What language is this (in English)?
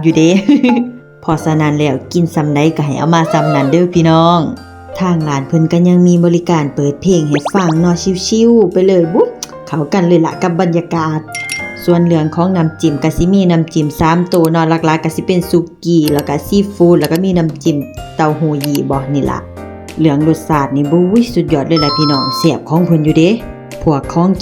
Northeastern Thai